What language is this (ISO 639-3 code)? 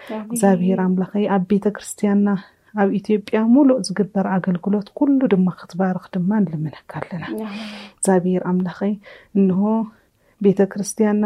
tir